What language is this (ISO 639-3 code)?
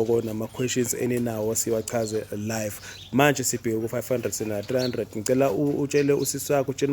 zul